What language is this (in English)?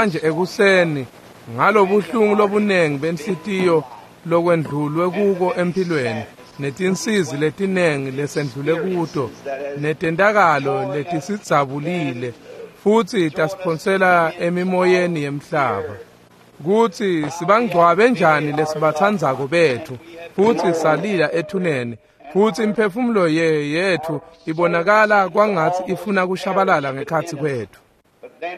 Swati